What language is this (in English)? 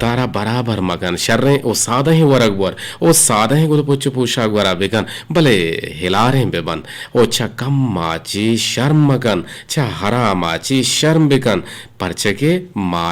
Eastern Balochi